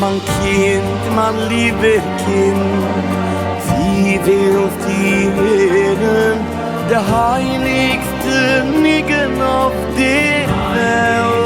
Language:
Yiddish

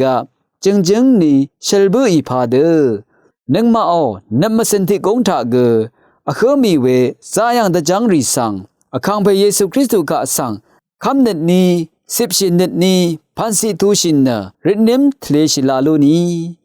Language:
Rawang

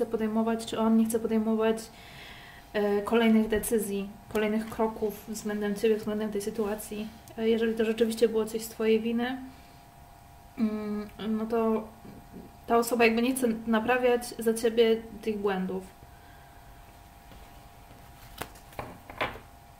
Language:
Polish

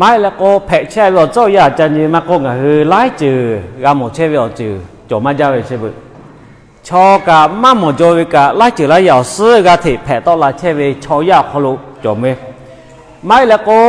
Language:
Lahu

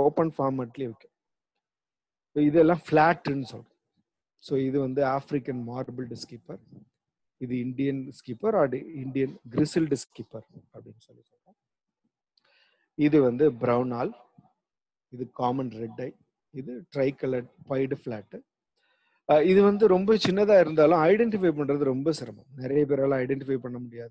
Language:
Tamil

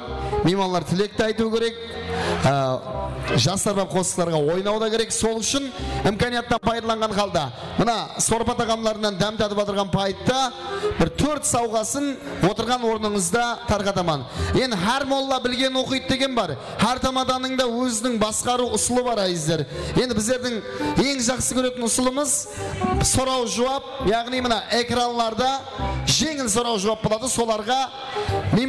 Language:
Kara-Kalpak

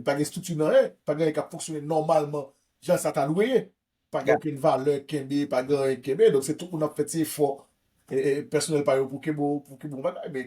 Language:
Haitian Creole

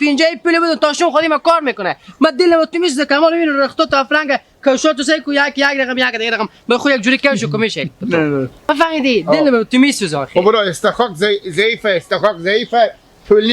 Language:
Hazaragi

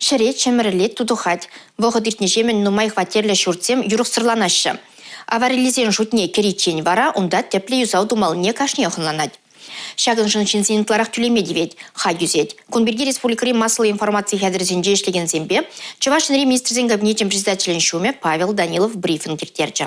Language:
Chuvash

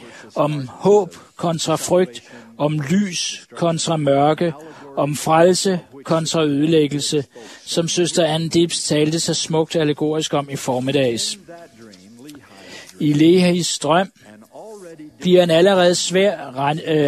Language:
Danish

